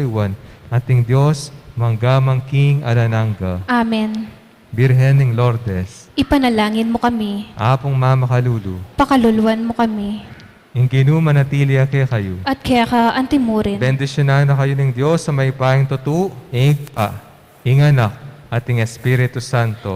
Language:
Pampanga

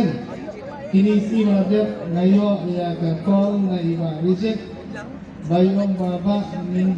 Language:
Khasi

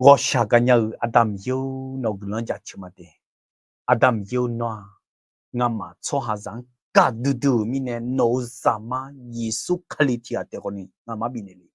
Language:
Akha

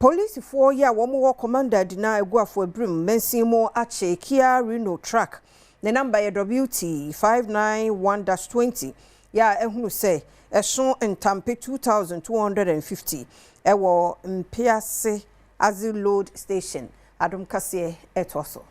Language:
Akan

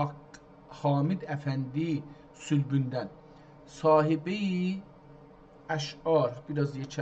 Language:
South Azerbaijani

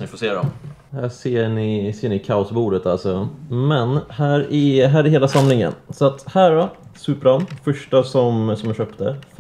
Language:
Swedish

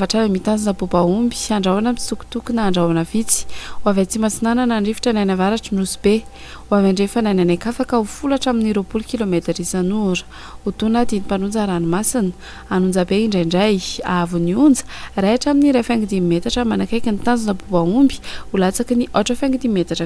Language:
Malagasy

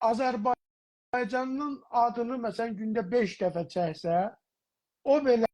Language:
South Azerbaijani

